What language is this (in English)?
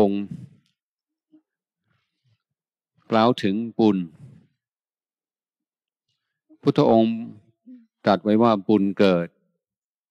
Thai